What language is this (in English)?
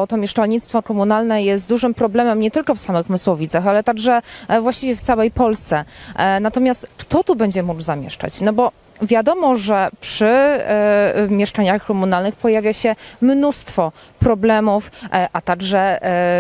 Polish